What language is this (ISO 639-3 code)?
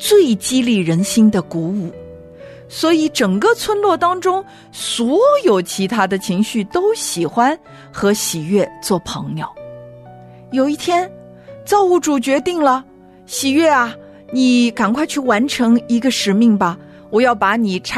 zho